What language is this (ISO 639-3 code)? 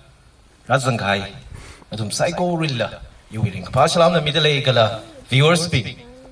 nmf